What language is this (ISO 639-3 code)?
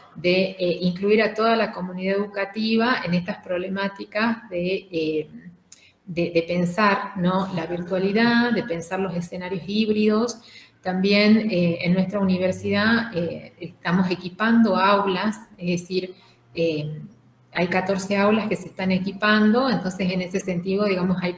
spa